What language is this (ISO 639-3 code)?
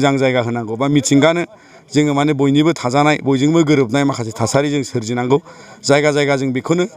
brx